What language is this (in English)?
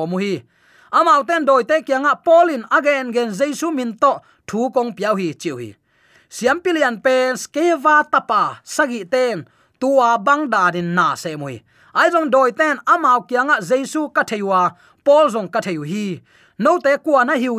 Tedim Chin